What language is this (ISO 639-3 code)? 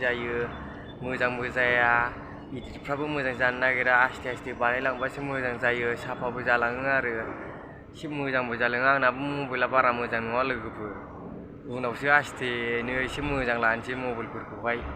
brx